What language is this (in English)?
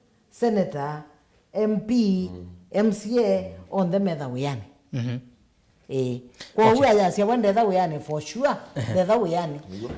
Kamba